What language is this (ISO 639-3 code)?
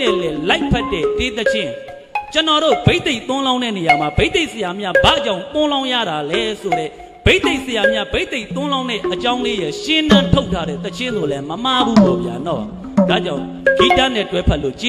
mya